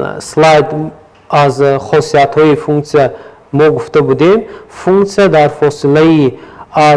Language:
Tajik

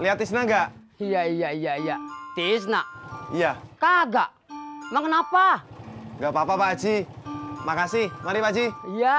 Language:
Betawi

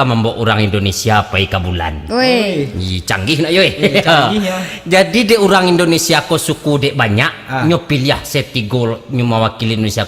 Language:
Minangkabau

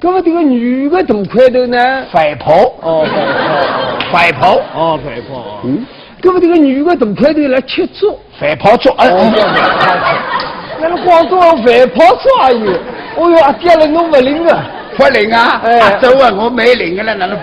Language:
Wu Chinese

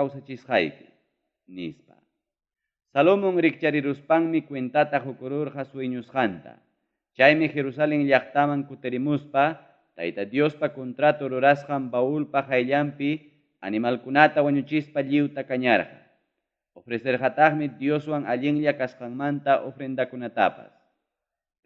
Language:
Ayacucho Quechua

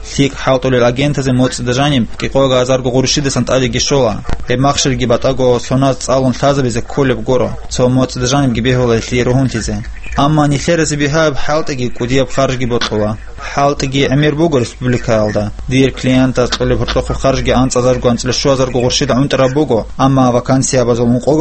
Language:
Avaric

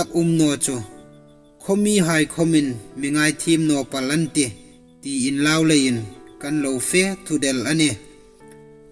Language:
Hmar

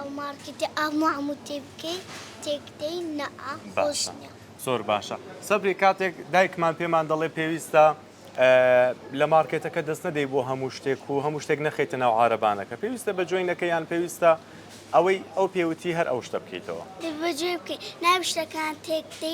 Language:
Central Kurdish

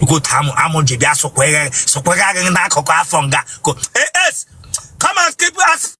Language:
Igbo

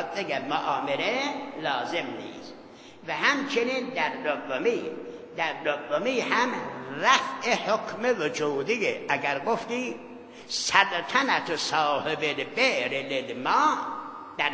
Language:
Persian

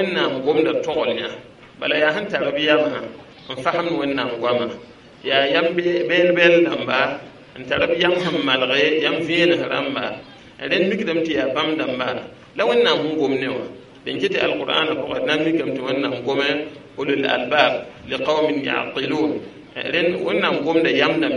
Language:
Mossi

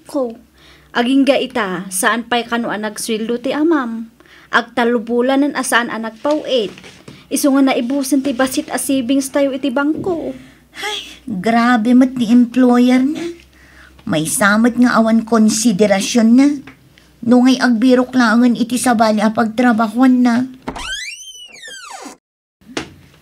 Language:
Iloko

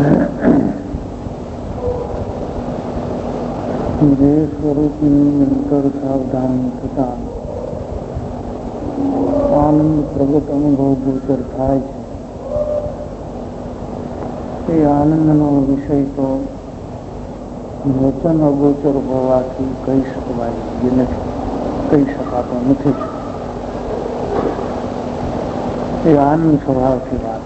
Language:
Gujarati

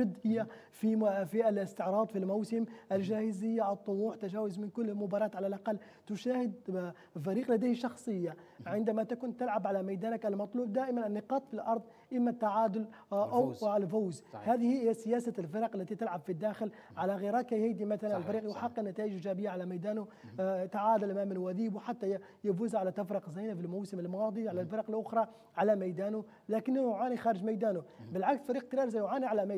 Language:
Arabic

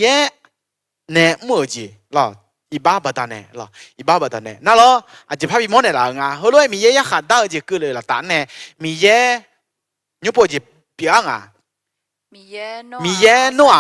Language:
Akha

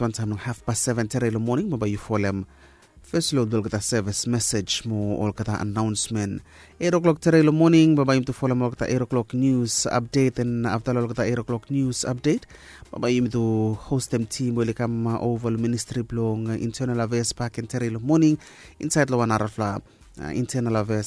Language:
Bislama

